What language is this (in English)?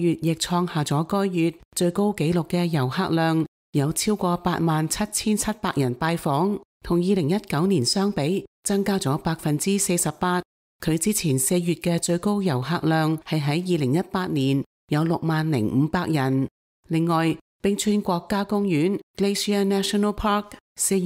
Cantonese